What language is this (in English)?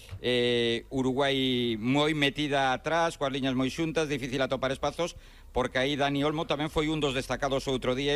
Galician